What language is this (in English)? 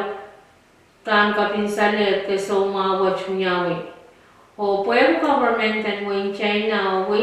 Pohnpeian